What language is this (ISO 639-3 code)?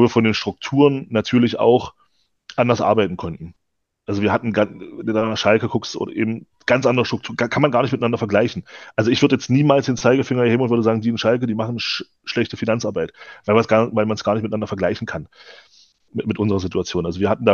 deu